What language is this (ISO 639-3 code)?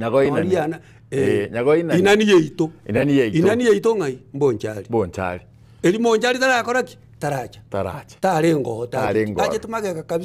guz